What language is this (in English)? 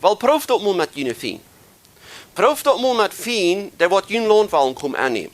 Plautdietsch